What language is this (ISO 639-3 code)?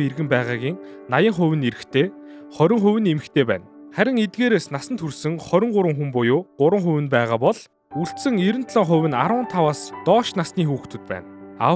mon